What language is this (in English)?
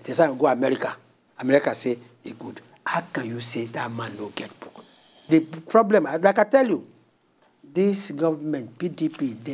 Nigerian Pidgin